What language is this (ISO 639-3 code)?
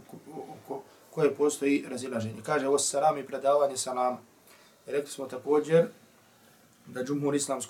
bos